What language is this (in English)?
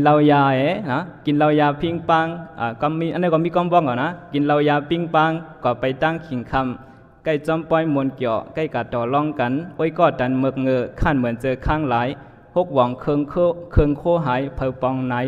Shan